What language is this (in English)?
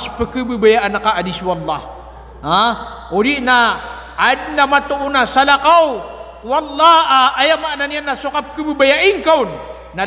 Maranao